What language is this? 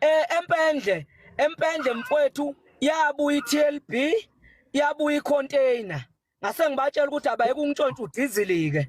Zulu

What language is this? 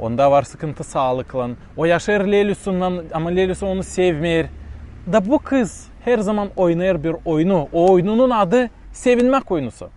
Gagauz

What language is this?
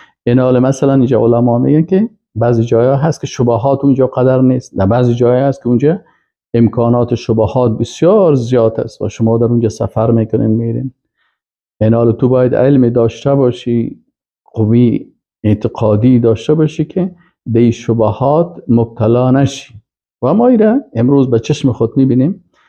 Persian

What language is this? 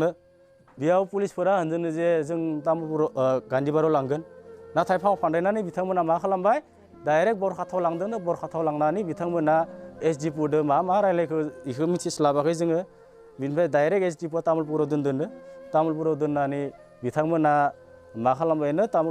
Bodo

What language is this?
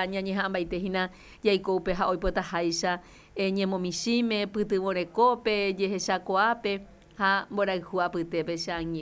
Guarani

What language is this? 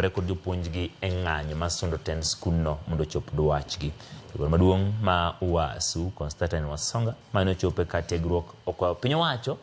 Luo (Kenya and Tanzania)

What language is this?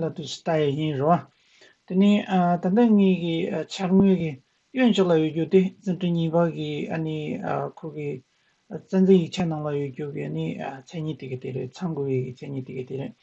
Tibetan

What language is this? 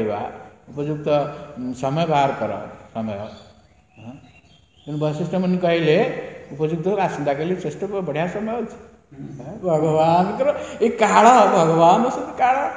Odia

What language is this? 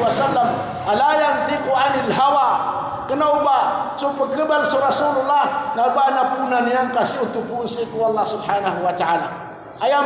Maranao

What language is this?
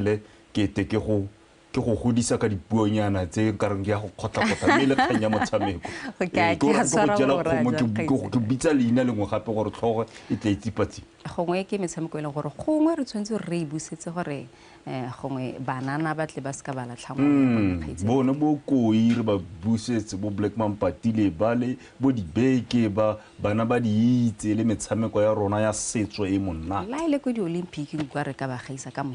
Tswana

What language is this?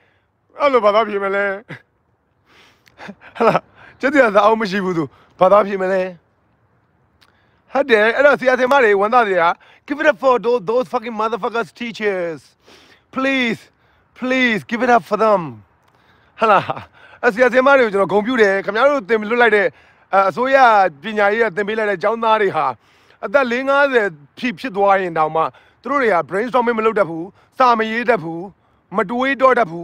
Burmese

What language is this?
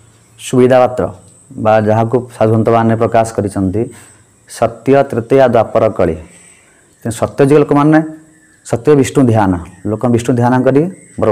Odia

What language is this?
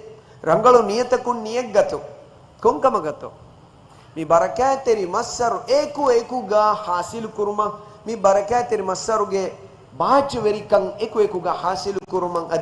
Divehi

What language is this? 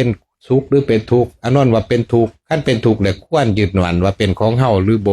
Lao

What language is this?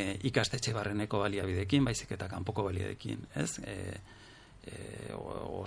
Basque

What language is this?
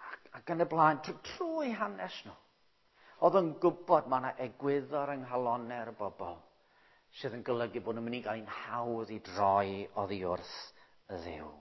Welsh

